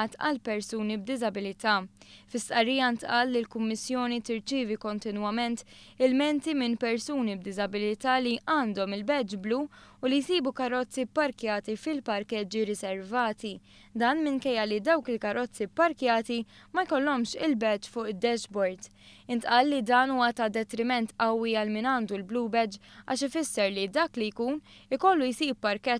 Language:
Maltese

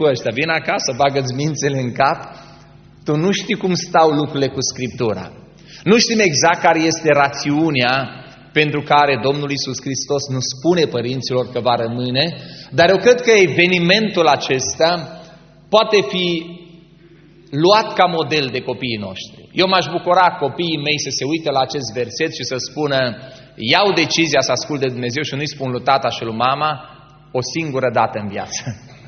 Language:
Romanian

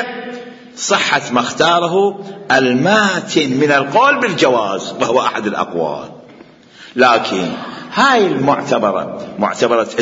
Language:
Mesopotamian Arabic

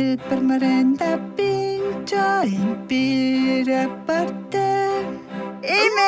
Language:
Romansh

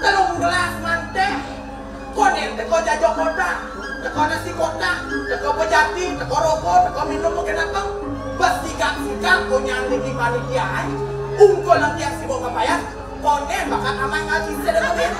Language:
Balinese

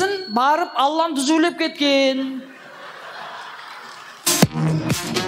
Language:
Kazakh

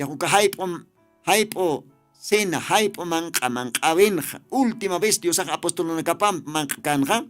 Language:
Aymara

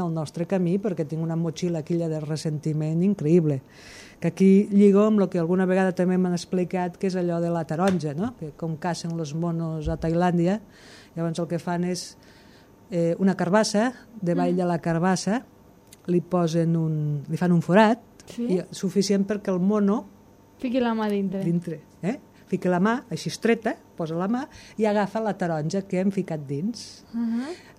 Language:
Catalan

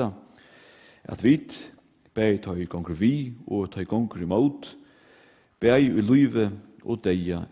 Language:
Faroese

